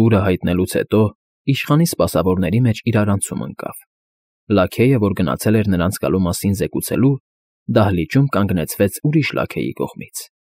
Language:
Armenian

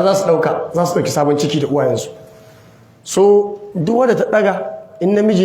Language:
Hausa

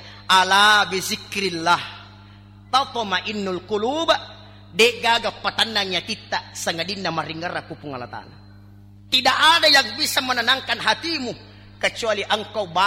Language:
Buginese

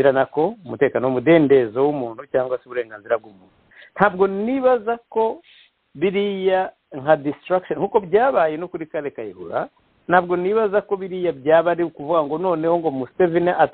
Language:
Kinyarwanda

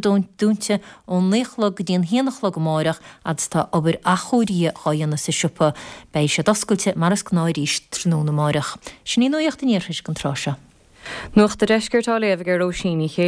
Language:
Irish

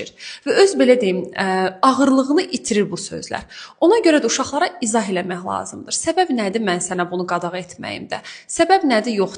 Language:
Azerbaijani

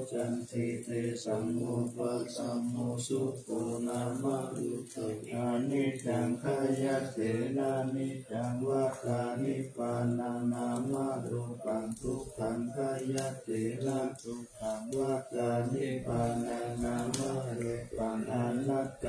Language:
Pali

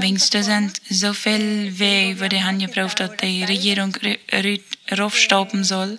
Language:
Plautdietsch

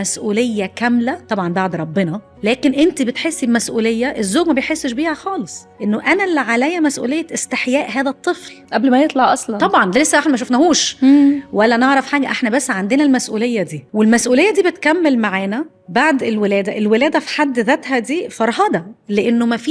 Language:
Egyptian Arabic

